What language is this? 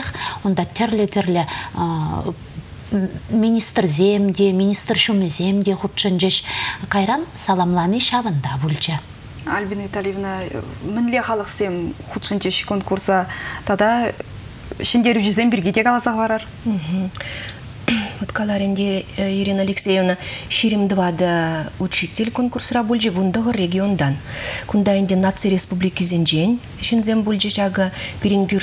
Chuvash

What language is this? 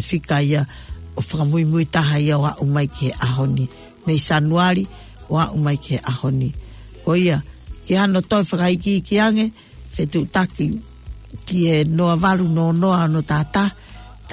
Tongan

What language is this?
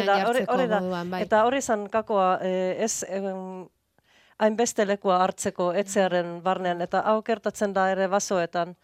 Basque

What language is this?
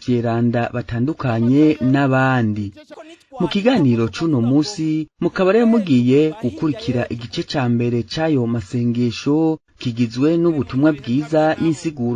Rundi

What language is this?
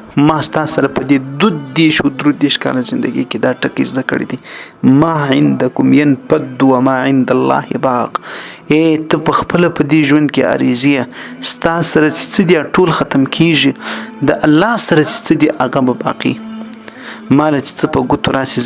Pashto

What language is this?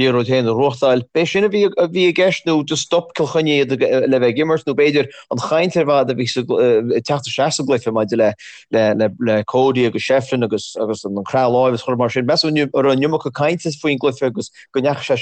Irish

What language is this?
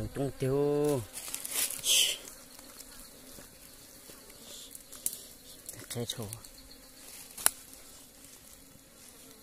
Vietnamese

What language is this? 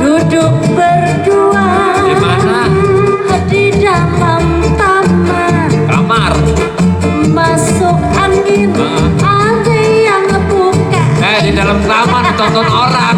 Betawi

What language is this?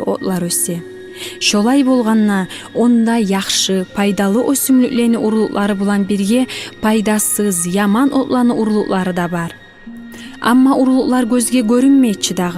Kumyk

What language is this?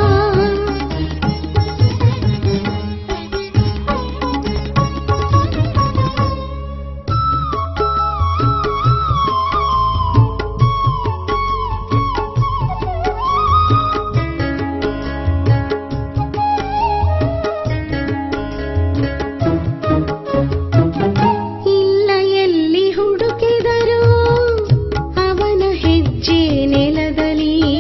Kannada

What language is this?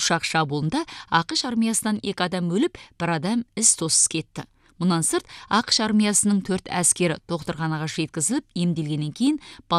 Kazakh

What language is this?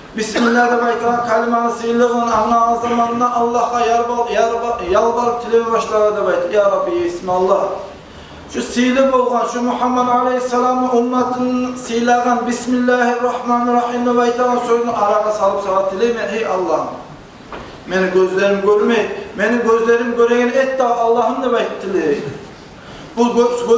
Kumyk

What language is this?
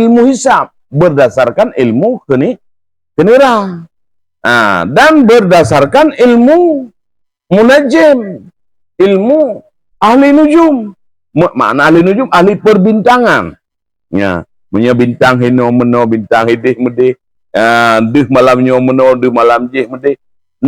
Achinese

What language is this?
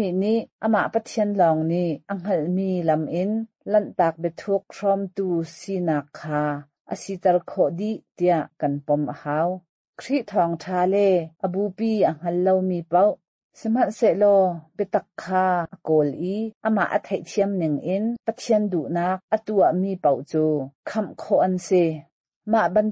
Hakha Chin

